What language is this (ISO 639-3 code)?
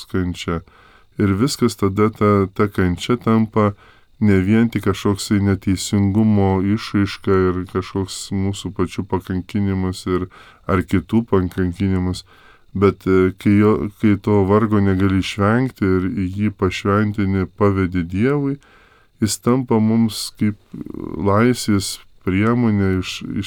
lit